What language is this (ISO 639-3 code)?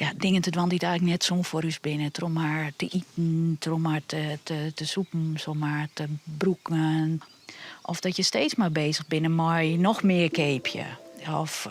fry